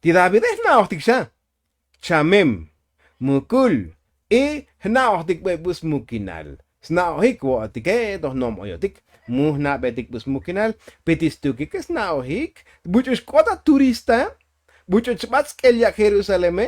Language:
Tzotzil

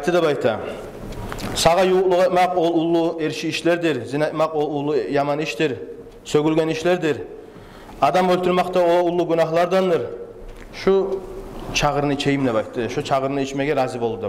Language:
Kumyk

